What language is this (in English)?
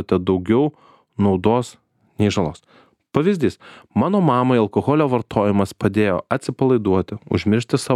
Lithuanian